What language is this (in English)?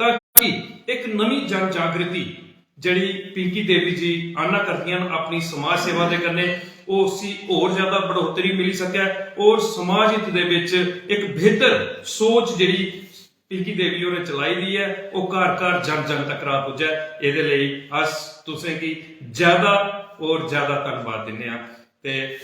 Dogri